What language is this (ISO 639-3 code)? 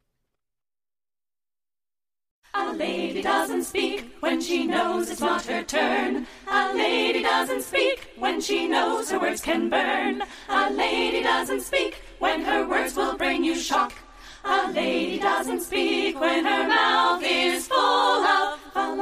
eng